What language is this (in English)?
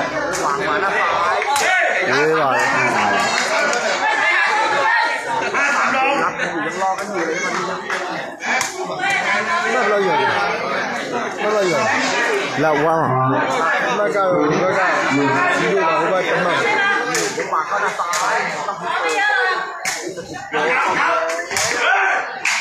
Burmese